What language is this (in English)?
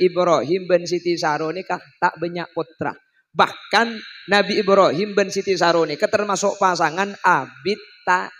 Madurese